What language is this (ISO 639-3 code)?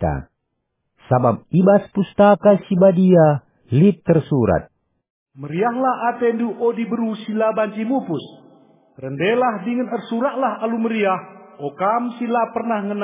btx